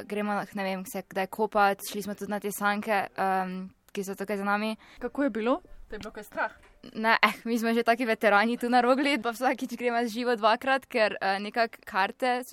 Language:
Slovenian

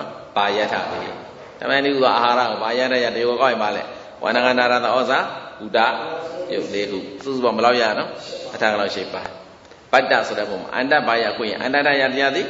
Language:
Burmese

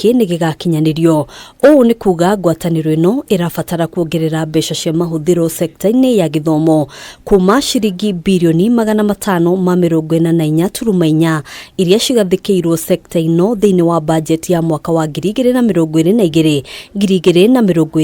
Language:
Kikuyu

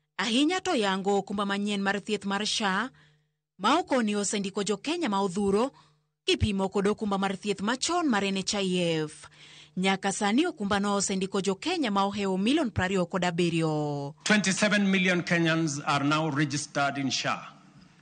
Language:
Luo (Kenya and Tanzania)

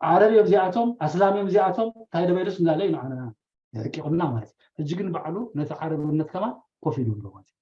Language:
Tigrinya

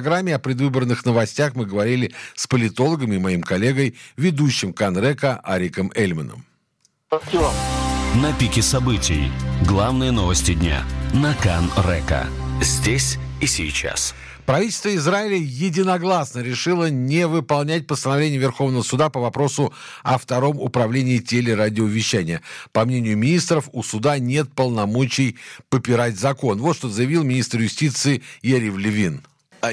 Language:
Russian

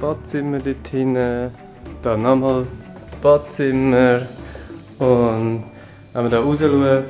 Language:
Swiss German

